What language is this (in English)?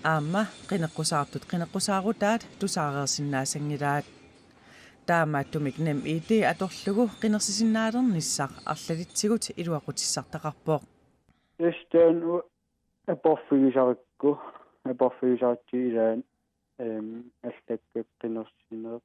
Kalaallisut